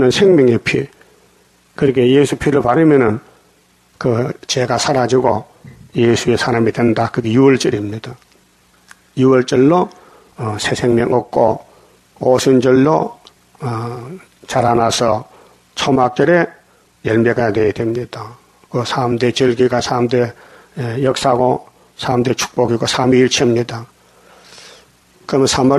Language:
Korean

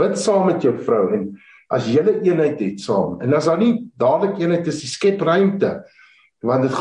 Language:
Afrikaans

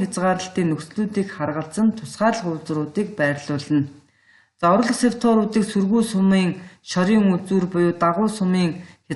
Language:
Mongolian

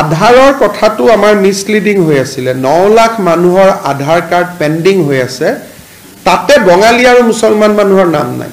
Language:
Assamese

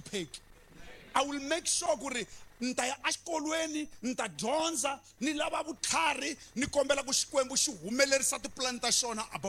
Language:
Tsonga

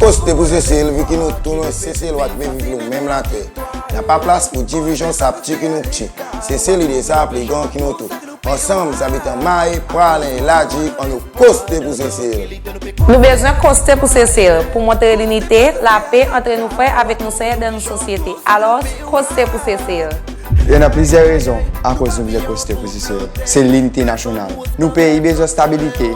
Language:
Seselwa Creole French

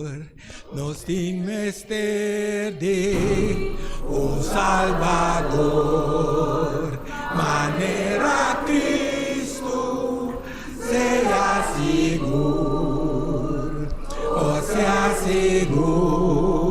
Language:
Papiamento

